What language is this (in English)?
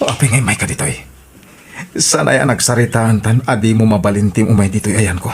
Iloko